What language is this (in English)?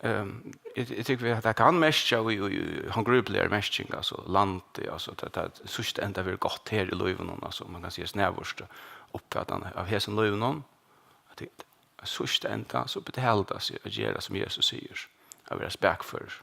Faroese